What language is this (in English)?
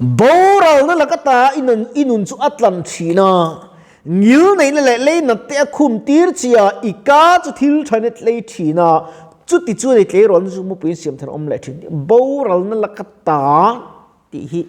Mizo